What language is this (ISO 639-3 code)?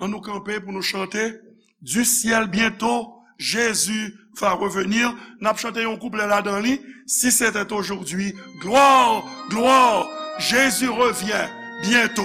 hat